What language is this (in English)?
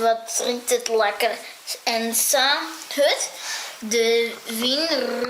Western Frisian